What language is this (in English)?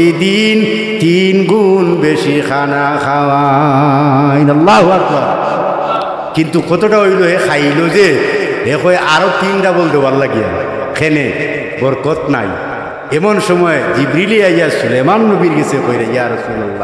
Sylheti